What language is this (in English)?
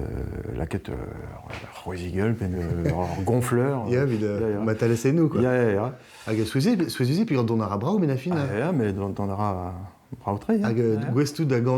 Breton